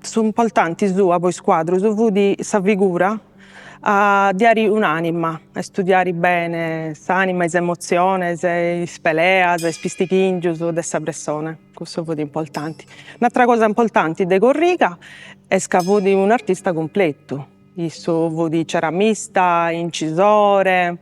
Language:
Sardinian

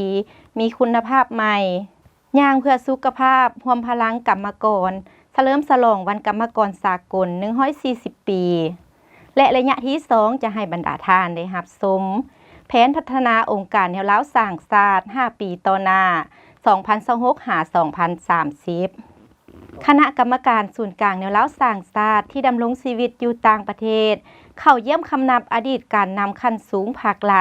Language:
Lao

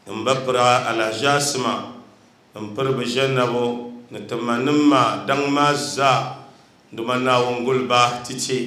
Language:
Dagbani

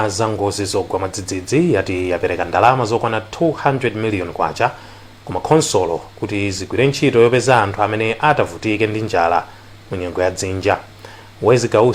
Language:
Nyanja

